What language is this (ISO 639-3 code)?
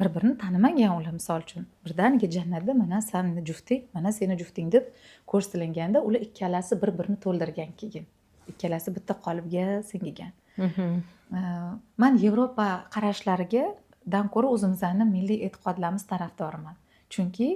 uzb